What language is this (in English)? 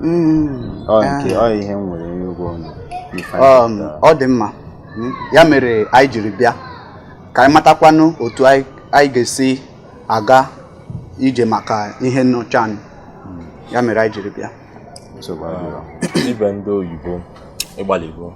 Igbo